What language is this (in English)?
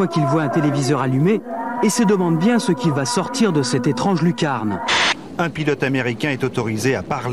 French